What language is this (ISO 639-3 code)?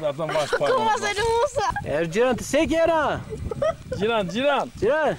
zza